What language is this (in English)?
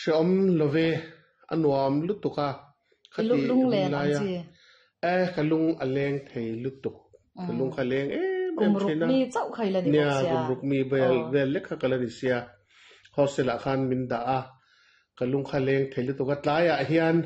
Mizo